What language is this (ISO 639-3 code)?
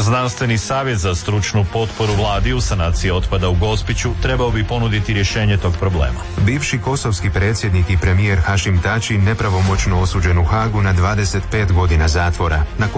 hrv